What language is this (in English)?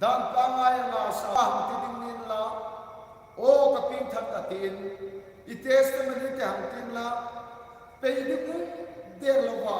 Hmar